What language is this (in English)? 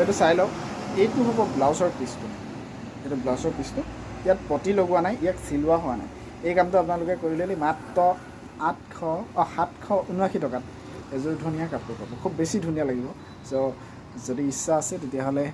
Assamese